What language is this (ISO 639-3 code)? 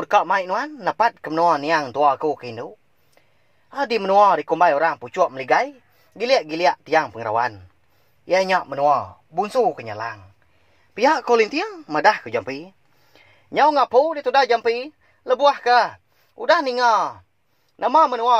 iba